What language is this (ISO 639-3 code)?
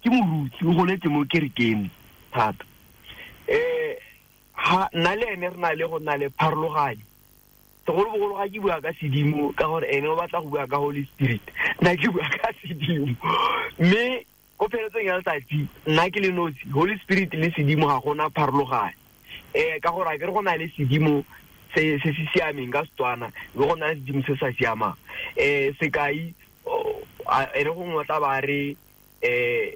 tsn